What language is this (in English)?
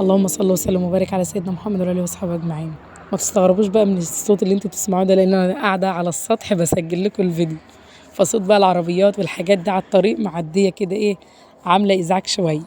Egyptian Arabic